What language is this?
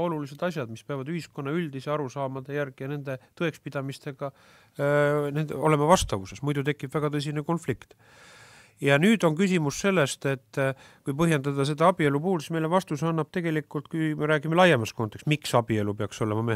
Estonian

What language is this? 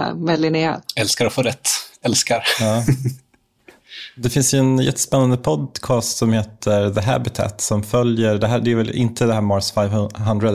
Swedish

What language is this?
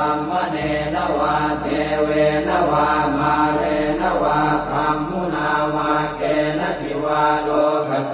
Pali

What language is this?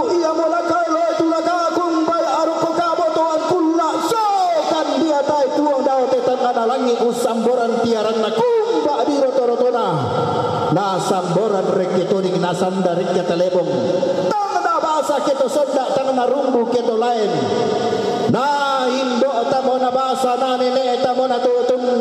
Toraja-Sa'dan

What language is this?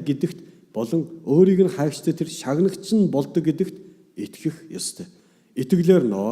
Mongolian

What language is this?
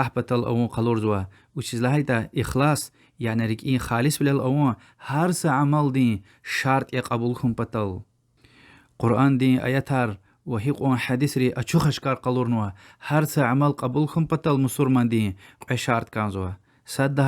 Lezghian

